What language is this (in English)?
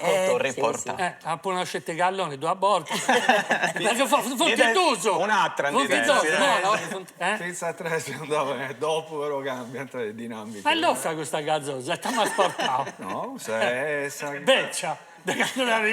Sardinian